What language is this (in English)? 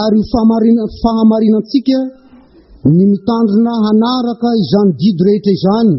Malagasy